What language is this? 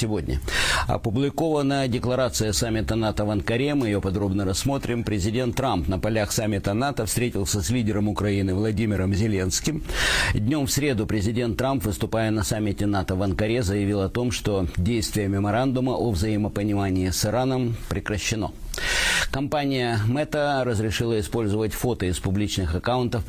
Russian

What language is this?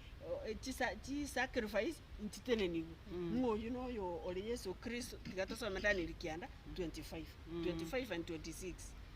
Gusii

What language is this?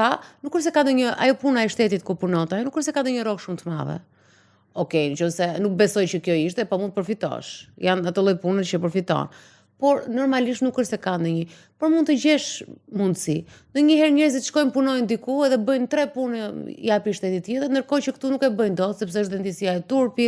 Albanian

